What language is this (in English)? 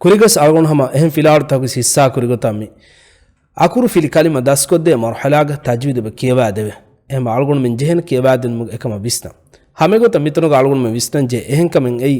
Divehi